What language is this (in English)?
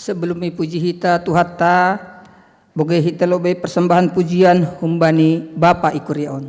Batak Simalungun